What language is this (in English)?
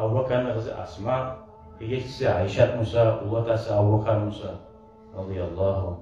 Kumyk